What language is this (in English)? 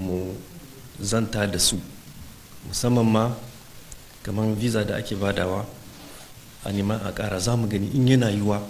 Hausa